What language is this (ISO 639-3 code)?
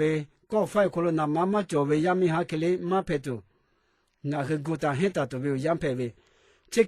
lhu